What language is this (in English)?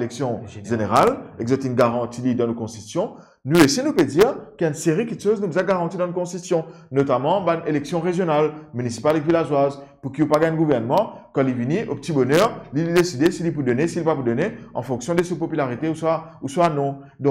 Morisyen